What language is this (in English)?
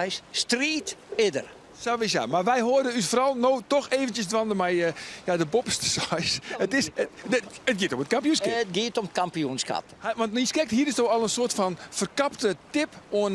Western Frisian